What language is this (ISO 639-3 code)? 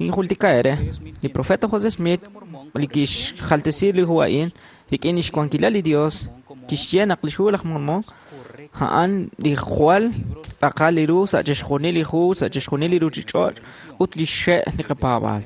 kek